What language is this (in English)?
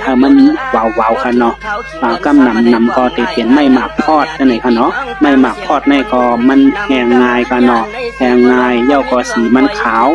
Shan